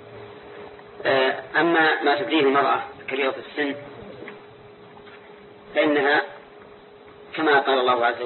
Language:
Arabic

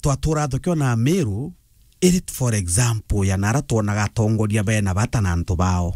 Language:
Meru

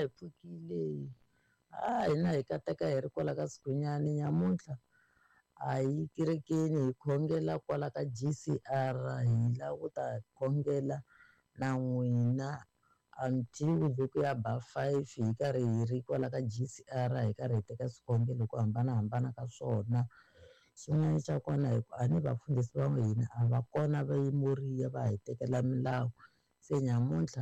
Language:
Tsonga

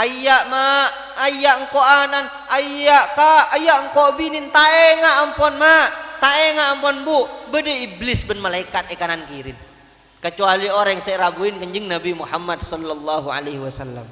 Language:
Madurese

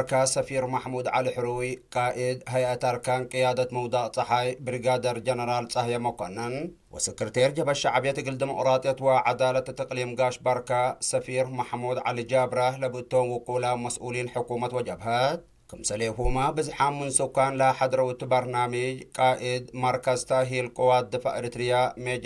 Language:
Tigre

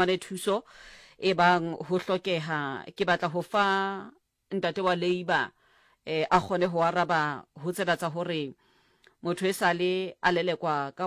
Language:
Southern Sotho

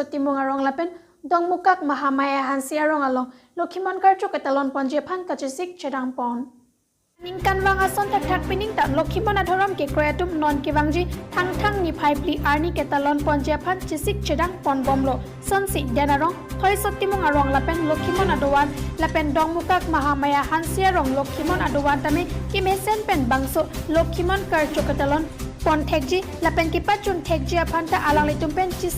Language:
Karbi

